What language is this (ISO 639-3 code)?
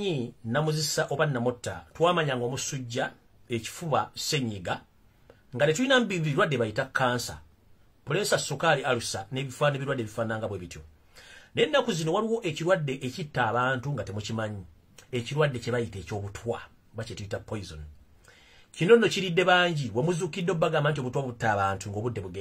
lug